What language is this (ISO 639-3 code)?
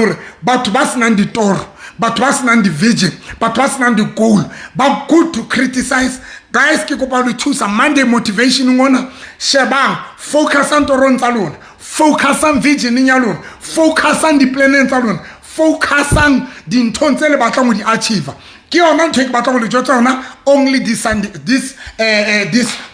sot